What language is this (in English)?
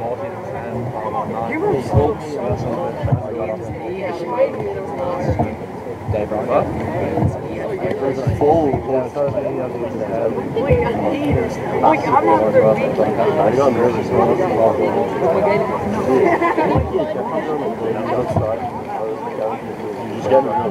English